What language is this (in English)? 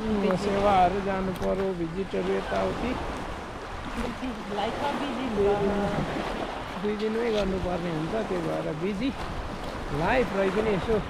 Nepali